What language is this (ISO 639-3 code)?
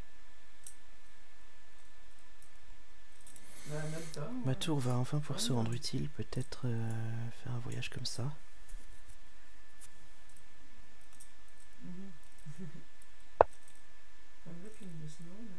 fra